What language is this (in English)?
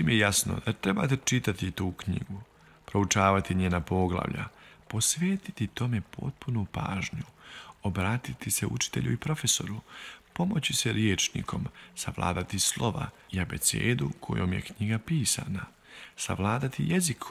Bosnian